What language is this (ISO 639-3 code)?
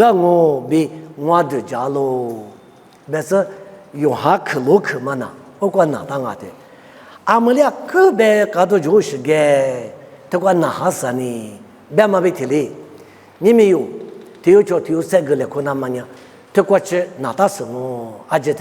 lis